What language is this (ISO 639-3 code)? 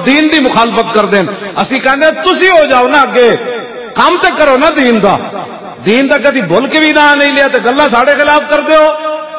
lah